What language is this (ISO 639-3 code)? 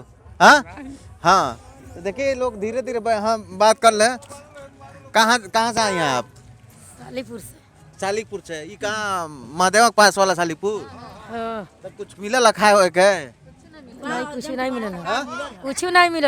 bho